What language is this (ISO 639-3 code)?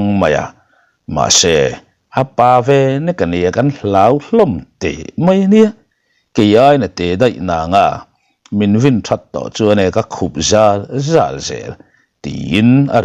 lus